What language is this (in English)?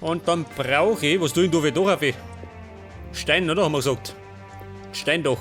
Bavarian